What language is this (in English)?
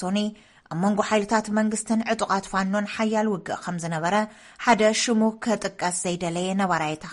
Tigrinya